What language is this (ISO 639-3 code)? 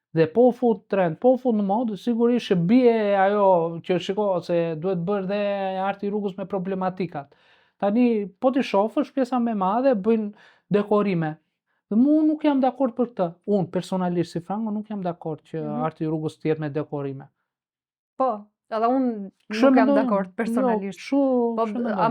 sqi